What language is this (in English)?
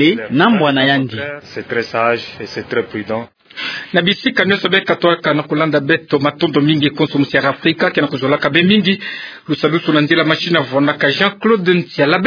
Kituba (Democratic Republic of Congo)